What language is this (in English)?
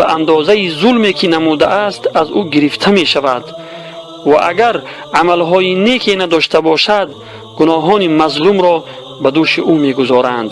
Tajik